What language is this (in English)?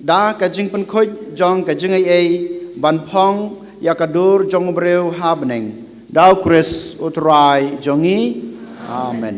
Khasi